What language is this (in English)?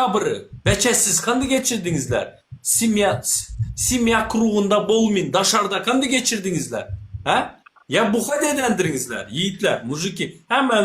Turkmen